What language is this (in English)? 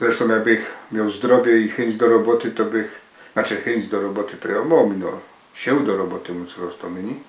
Silesian